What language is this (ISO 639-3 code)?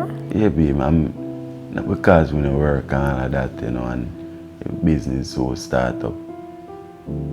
jam